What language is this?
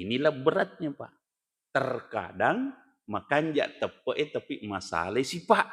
Buginese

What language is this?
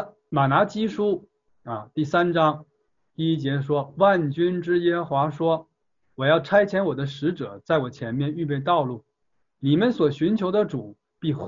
Chinese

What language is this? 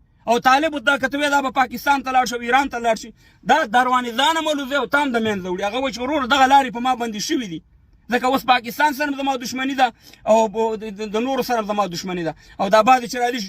Pashto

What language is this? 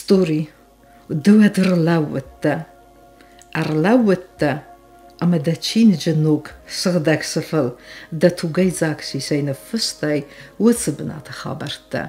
Ossetic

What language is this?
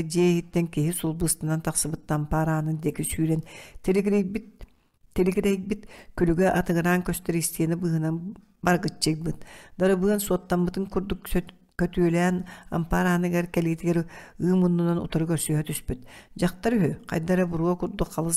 Yakut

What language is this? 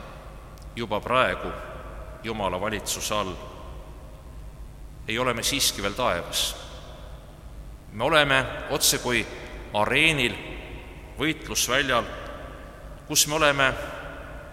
Estonian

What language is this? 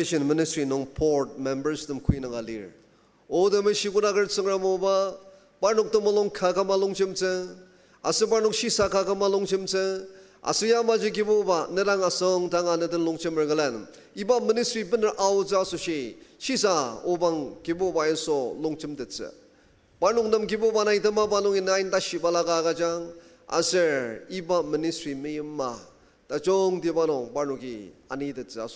Ao Naga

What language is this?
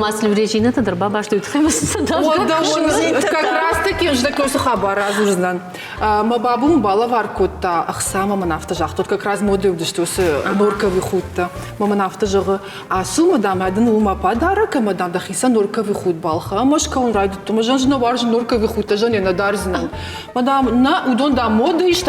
Ossetic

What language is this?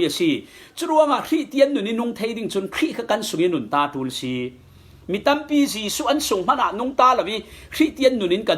Falam Chin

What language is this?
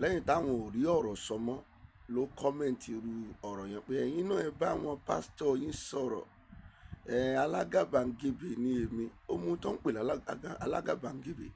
Yoruba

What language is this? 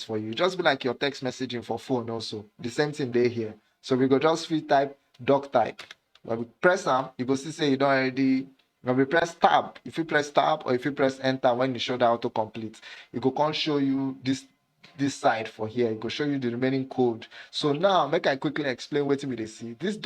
Nigerian Pidgin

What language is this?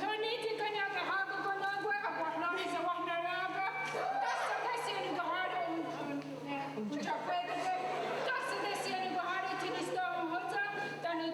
Mohawk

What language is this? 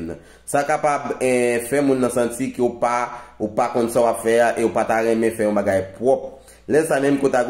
Haitian Creole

